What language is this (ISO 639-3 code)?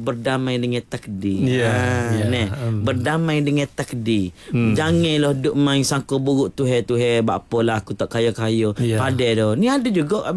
msa